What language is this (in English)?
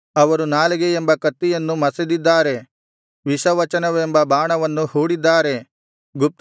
Kannada